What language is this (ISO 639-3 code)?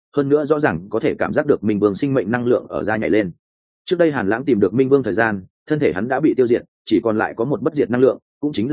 vie